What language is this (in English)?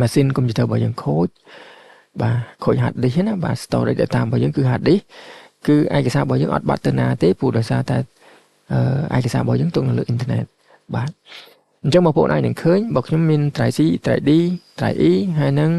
Khmer